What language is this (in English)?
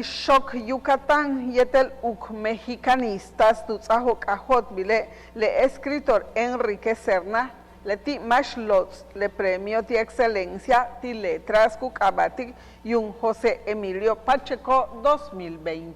Yucateco